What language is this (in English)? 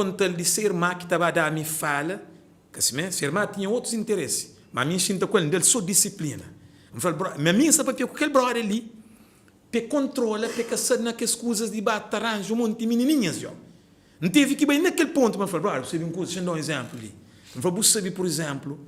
Kabuverdianu